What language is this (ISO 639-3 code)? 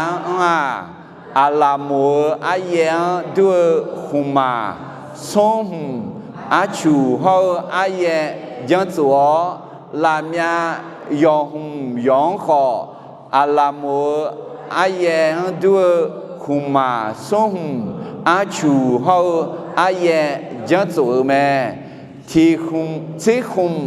ahk